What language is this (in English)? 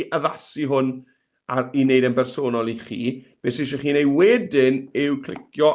Welsh